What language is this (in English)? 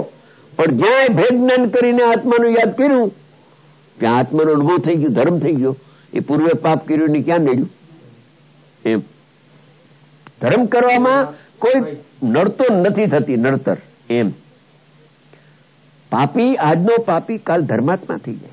Gujarati